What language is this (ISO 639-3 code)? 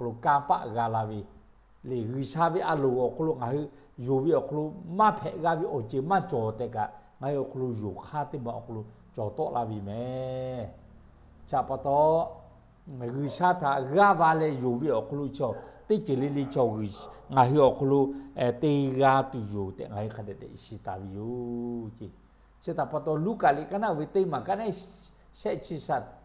lhu